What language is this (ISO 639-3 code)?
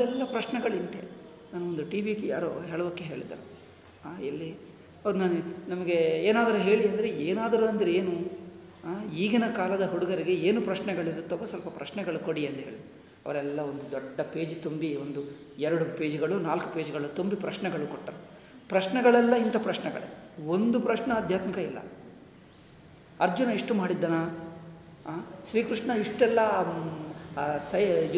kan